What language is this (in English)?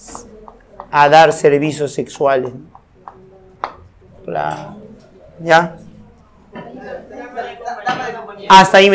Spanish